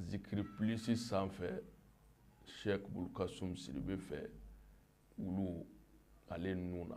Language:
Bambara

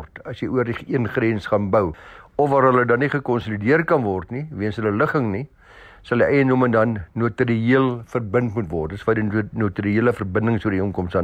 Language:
Afrikaans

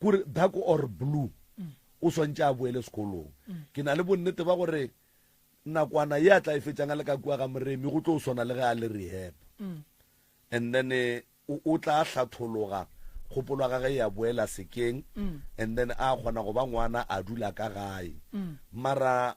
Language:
Northern Sotho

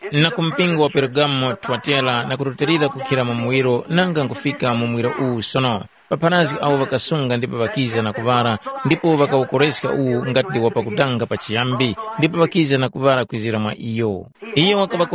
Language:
Tumbuka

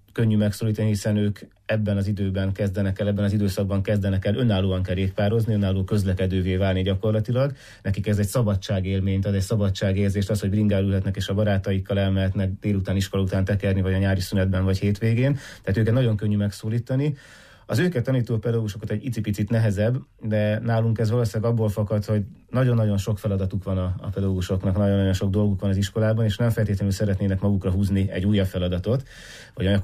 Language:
Hungarian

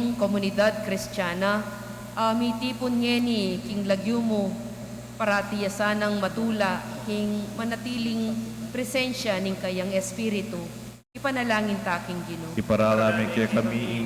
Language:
Pampanga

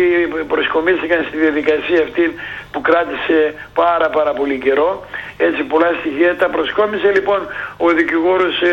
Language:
Greek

